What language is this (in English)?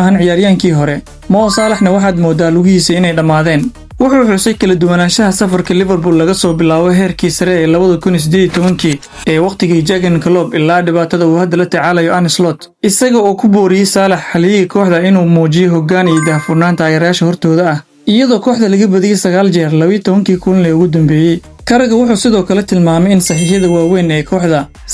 Somali